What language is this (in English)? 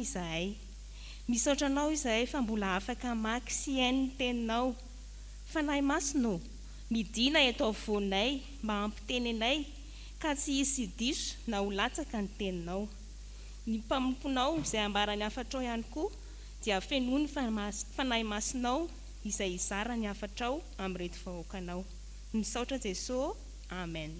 Malagasy